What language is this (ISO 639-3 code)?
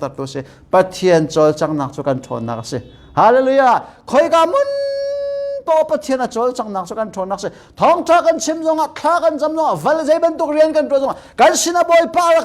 cnh